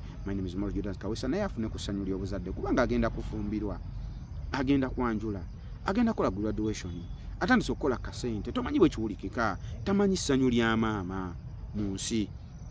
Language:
Ganda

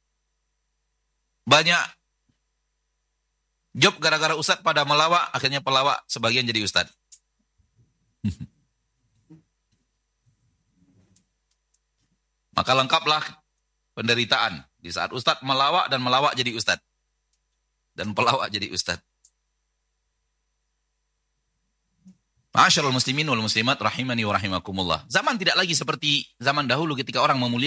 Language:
Indonesian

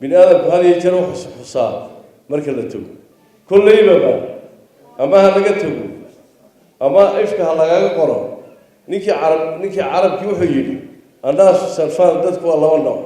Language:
Somali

